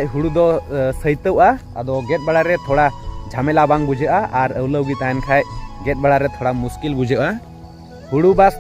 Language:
Santali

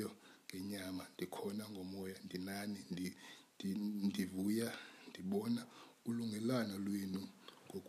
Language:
Xhosa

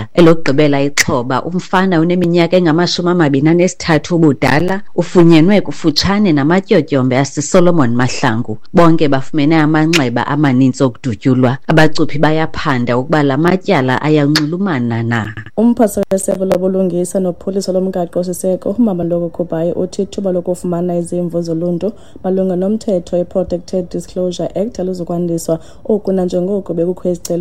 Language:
Xhosa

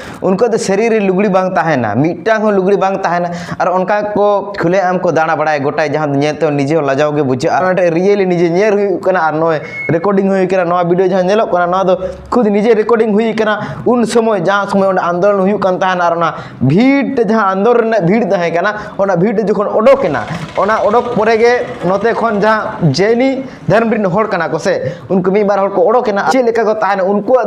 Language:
Santali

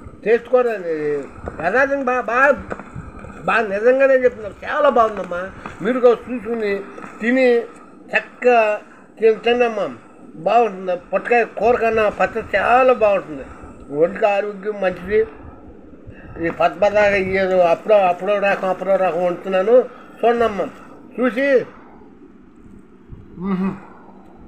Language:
Telugu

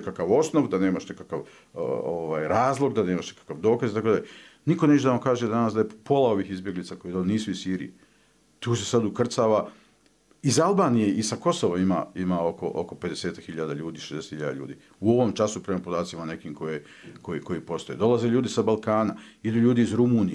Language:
Bosnian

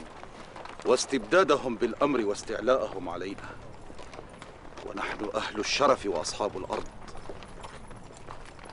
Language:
Arabic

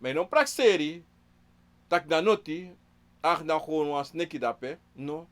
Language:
Sranan Tongo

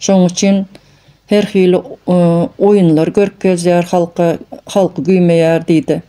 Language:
Turkmen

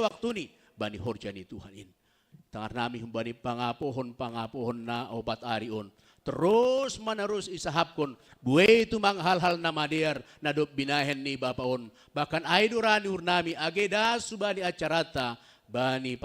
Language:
Batak Simalungun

